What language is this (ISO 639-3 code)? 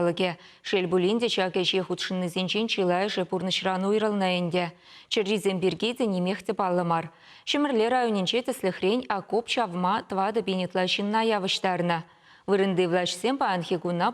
chv